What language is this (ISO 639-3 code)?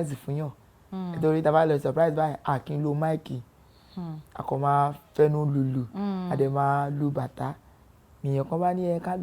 yor